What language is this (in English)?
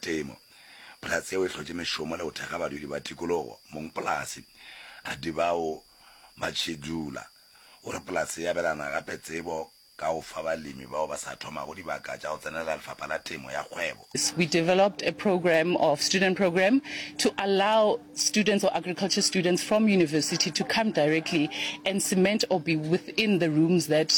Northern Sotho